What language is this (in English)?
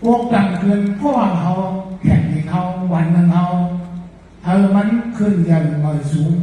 Shan